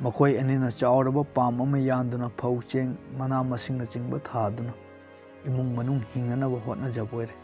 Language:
Manipuri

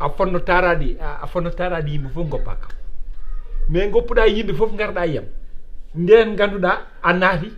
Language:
Fula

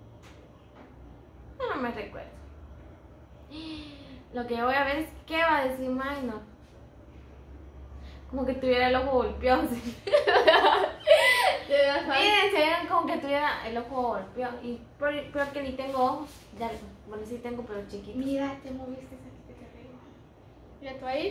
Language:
Spanish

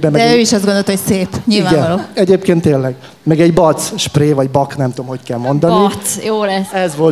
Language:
Hungarian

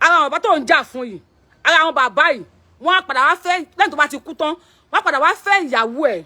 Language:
Yoruba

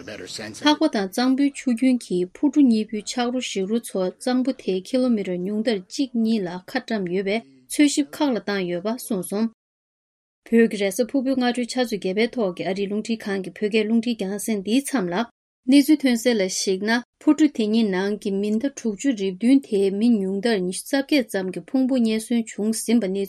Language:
Tibetan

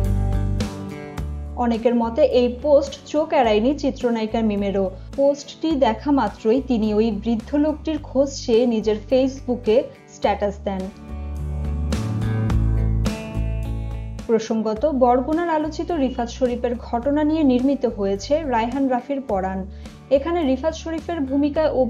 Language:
Bangla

